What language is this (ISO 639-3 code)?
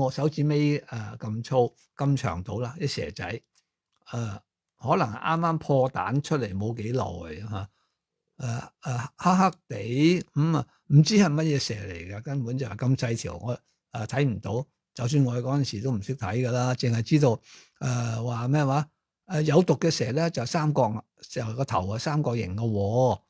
yue